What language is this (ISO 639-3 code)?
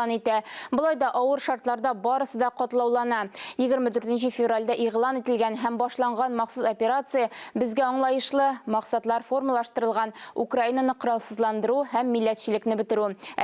tat